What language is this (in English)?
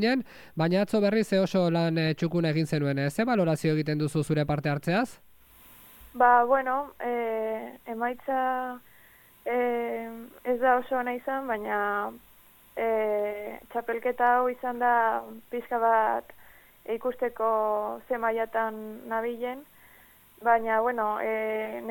Basque